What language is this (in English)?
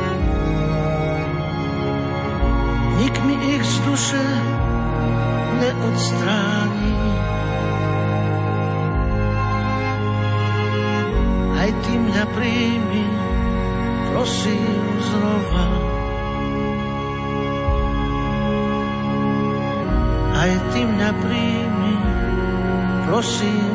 Slovak